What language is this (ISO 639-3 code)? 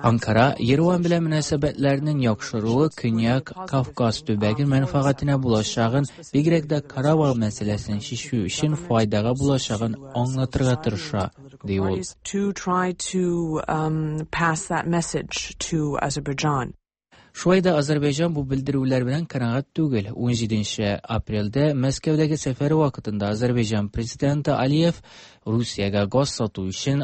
tat